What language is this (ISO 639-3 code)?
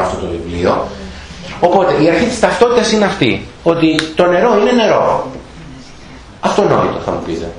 ell